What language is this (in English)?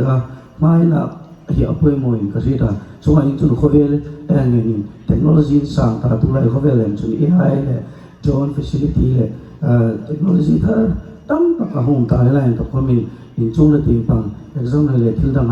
Hmar